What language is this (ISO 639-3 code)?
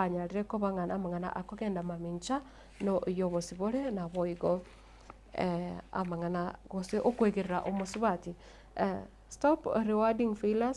guz